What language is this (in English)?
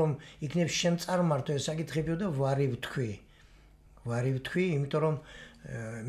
Georgian